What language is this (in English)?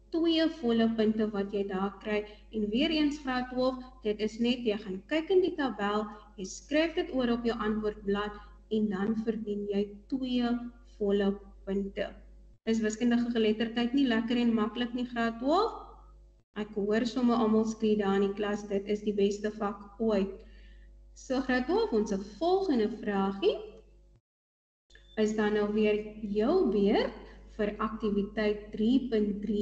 Afrikaans